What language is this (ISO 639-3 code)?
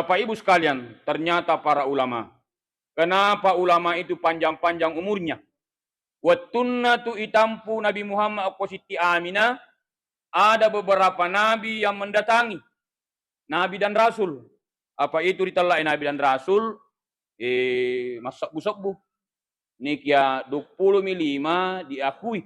bug